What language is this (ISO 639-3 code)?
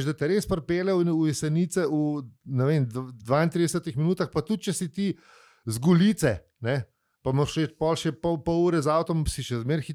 slv